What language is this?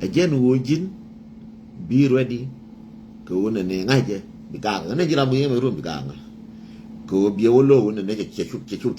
Nuer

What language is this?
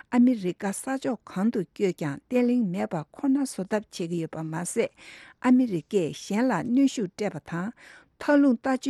Tibetan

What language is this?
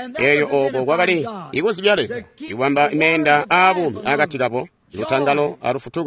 Tonga (Zambia)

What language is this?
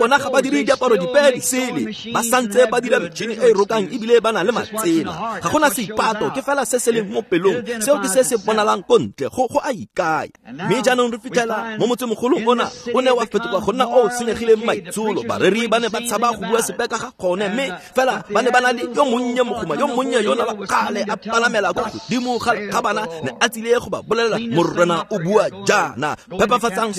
Tswana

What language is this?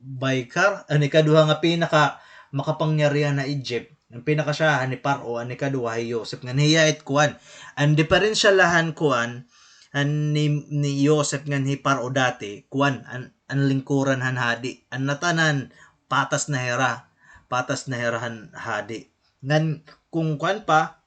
Waray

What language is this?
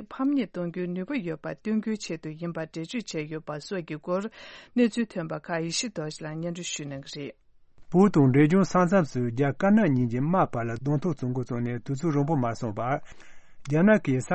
Tibetan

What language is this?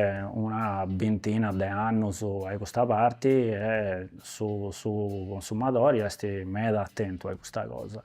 Sardinian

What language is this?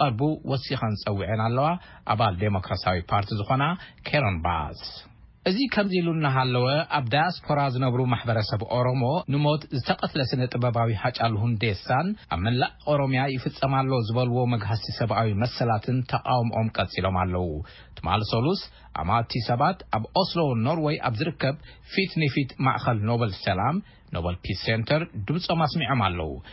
Tigrinya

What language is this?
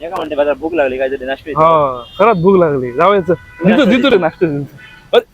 Konkani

